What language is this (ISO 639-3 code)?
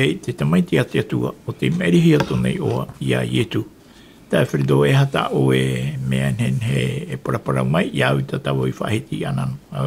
tah